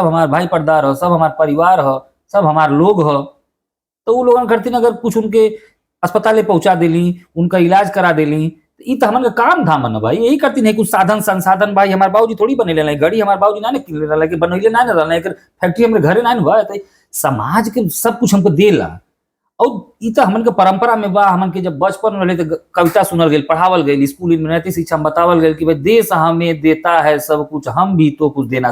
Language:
Bhojpuri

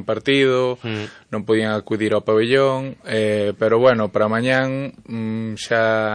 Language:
Galician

